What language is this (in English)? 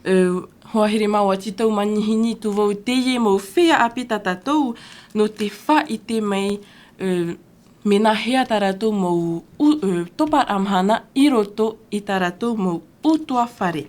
Tahitian